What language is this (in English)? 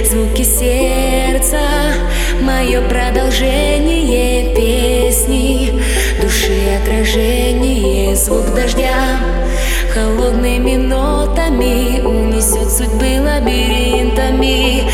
Russian